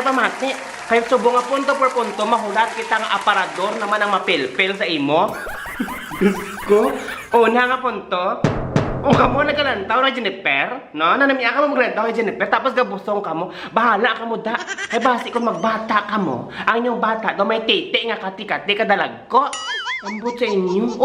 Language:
Hiligaynon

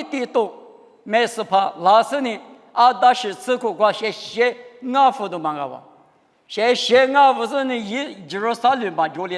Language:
Lisu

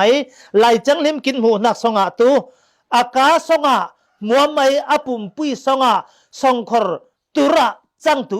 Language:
Falam Chin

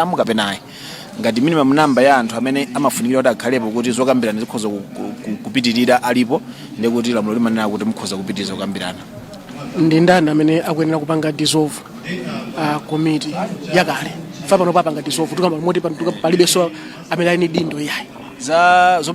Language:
Nyanja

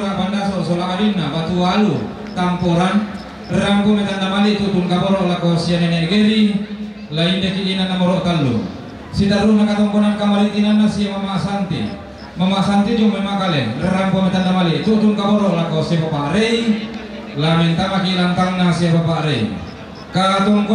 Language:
Toraja-Sa'dan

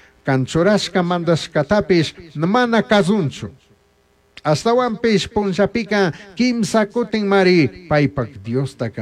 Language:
Chimborazo Highland Quichua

